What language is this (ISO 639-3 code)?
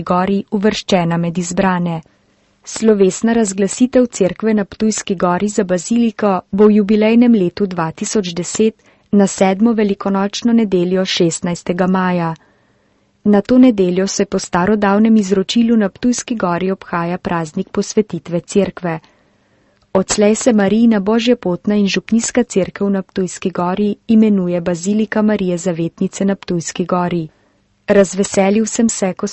slv